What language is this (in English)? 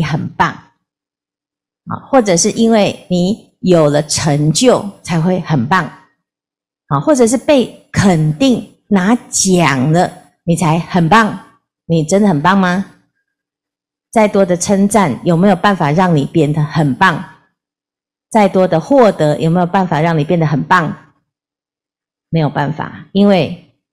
Chinese